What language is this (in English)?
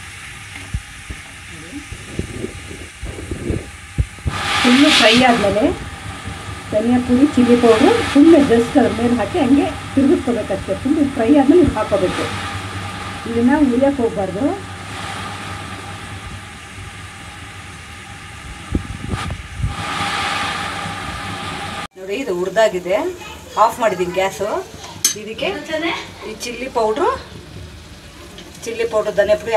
Kannada